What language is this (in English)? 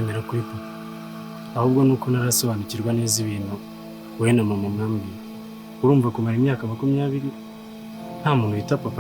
Kinyarwanda